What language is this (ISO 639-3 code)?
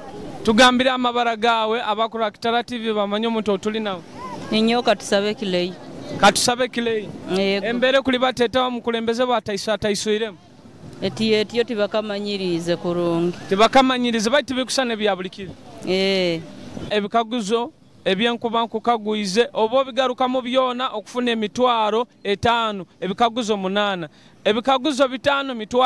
nyo